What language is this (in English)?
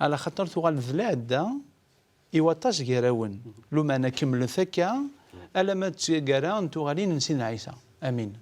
Kabyle